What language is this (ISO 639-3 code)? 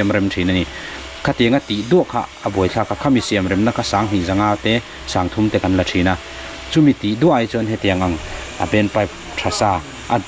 lus